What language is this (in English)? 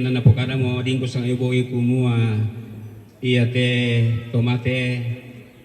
Toraja-Sa'dan